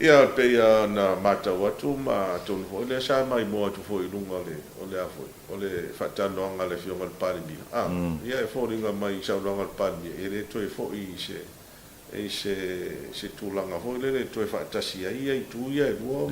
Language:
Samoan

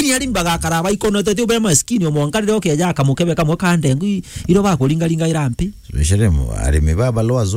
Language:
Meru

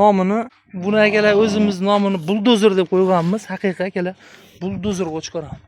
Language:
Uzbek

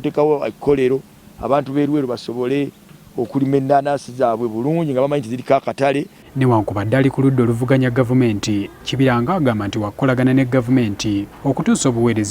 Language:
Ganda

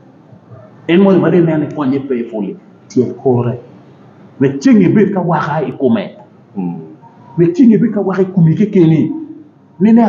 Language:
Acoli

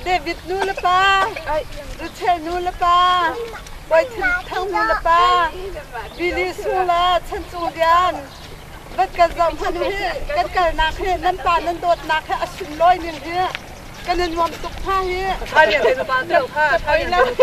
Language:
Hakha Chin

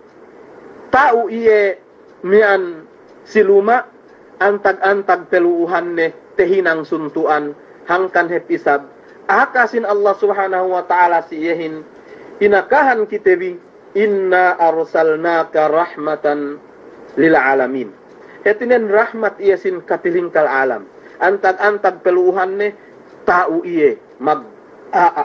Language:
Yakan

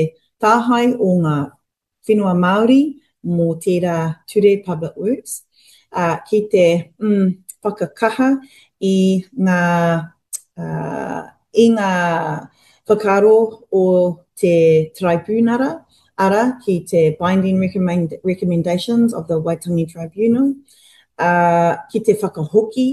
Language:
Māori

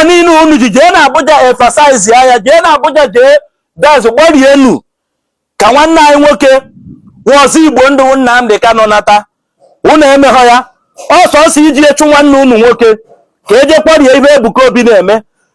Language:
Igbo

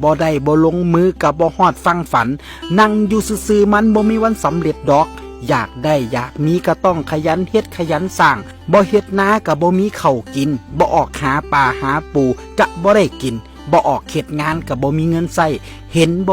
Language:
Lao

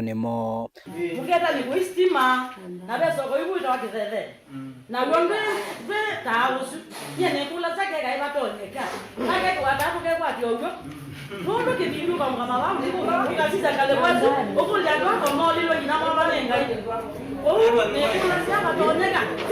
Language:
Kamba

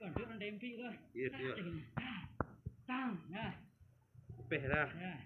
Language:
Minangkabau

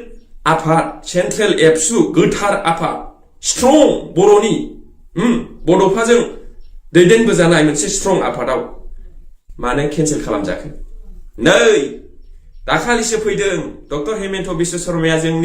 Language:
Bodo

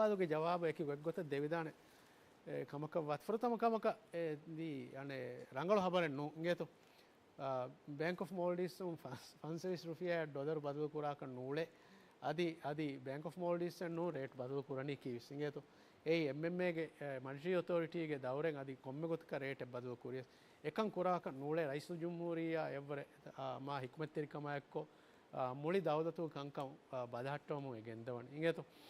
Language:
Divehi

